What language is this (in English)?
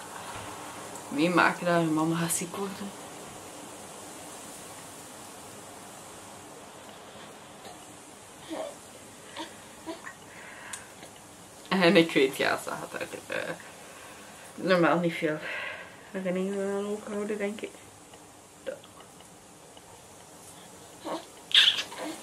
Dutch